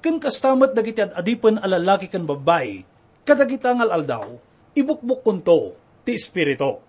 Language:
Iloko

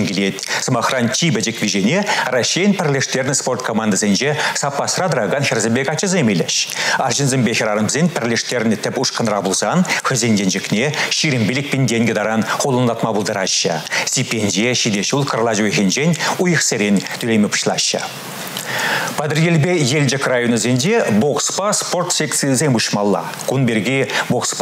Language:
Chuvash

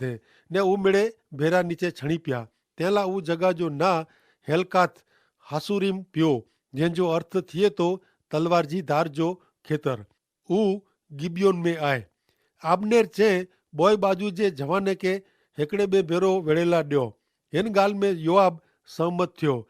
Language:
Kachhi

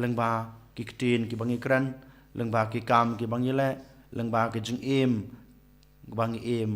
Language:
Khasi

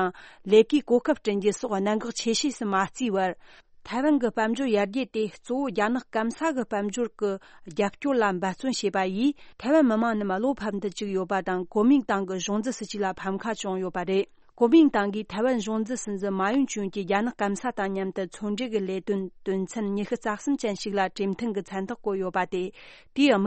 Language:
Tibetan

